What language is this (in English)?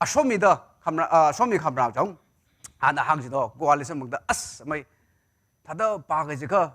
Tangkhul Naga (India)